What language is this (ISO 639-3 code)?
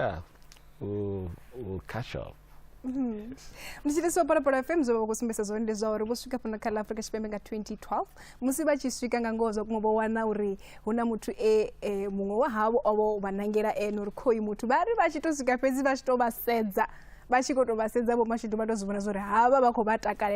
ven